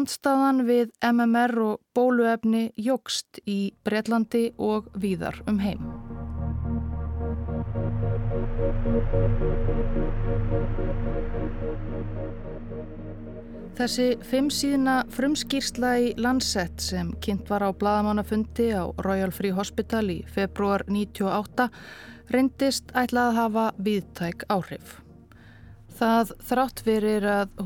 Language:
Icelandic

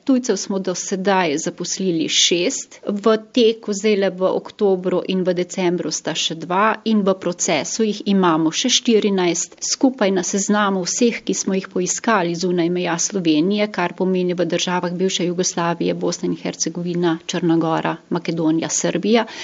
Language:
Slovenian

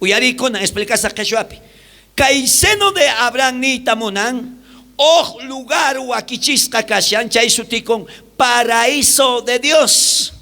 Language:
South Bolivian Quechua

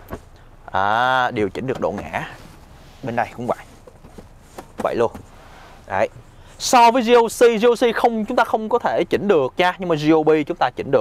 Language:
Vietnamese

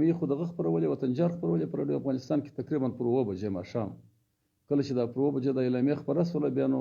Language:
Pashto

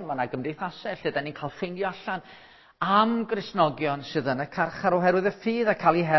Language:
Welsh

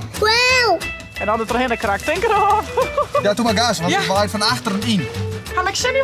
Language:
Western Frisian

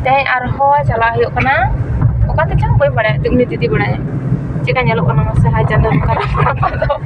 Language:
Santali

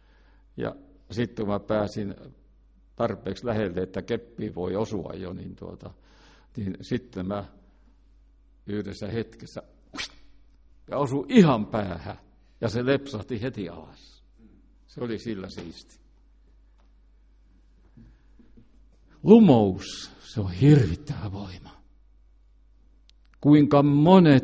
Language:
Finnish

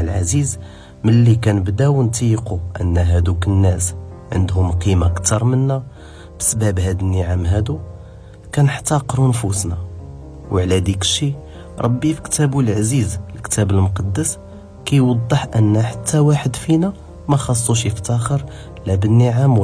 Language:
Moroccan Arabic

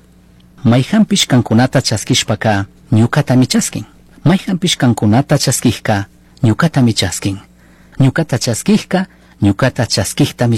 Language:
Chimborazo Highland Quichua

